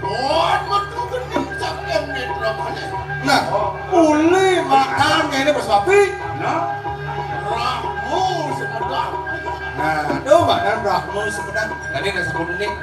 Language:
Balinese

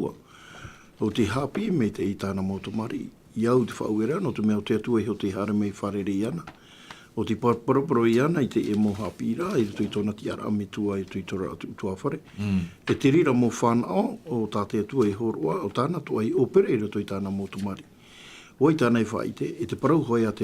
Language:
Tahitian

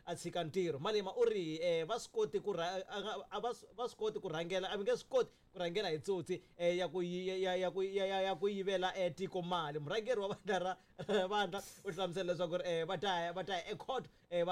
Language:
Tsonga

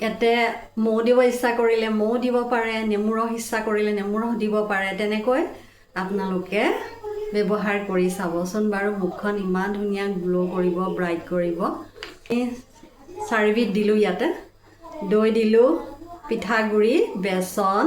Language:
Assamese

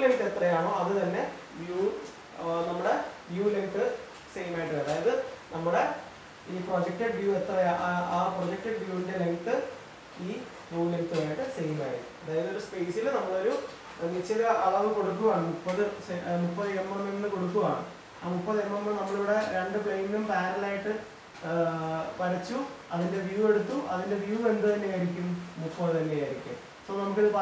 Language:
Malayalam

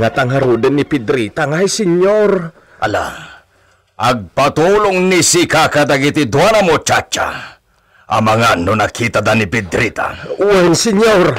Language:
Iloko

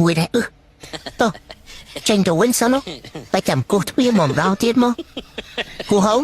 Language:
Khmer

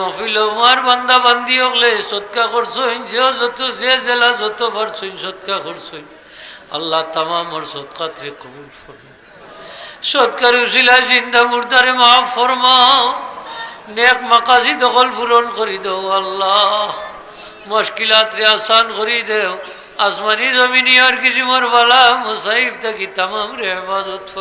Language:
Sylheti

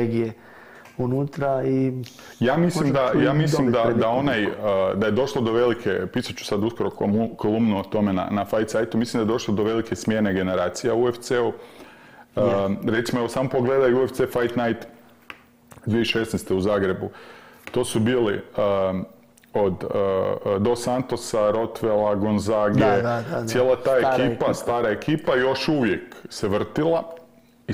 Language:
Croatian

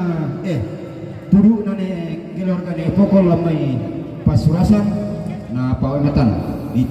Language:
Toraja-Sa'dan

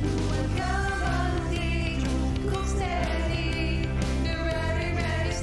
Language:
Iban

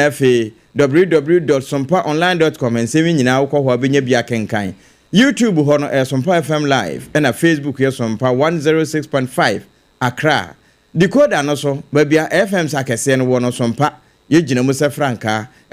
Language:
Akan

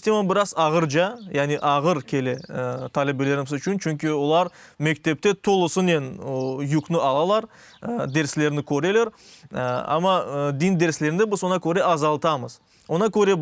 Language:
Crimean Tatar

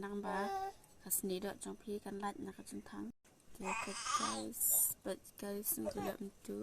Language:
Khasi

